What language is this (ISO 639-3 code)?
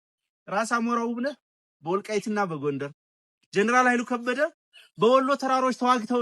amh